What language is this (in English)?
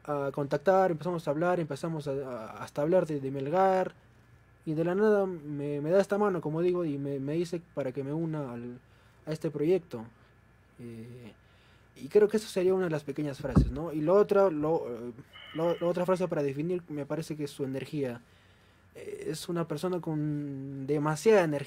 Spanish